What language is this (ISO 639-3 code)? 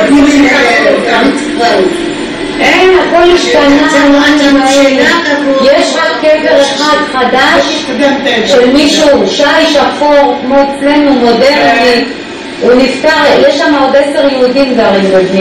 heb